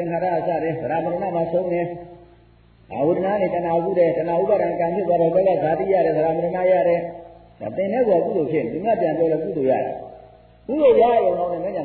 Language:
Burmese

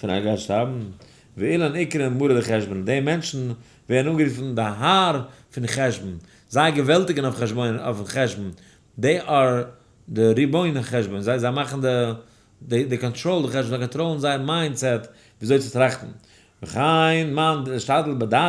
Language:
Yiddish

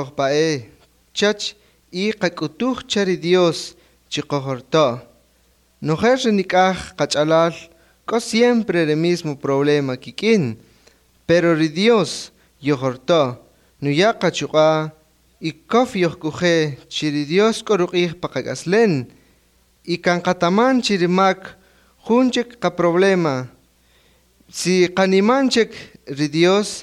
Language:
Kaqchikel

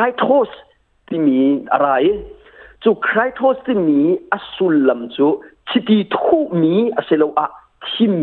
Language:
Hakha Chin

